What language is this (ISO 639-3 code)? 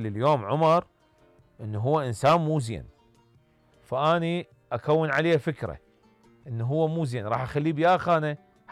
acm